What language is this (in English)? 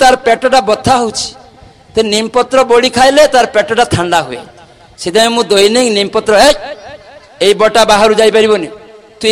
Odia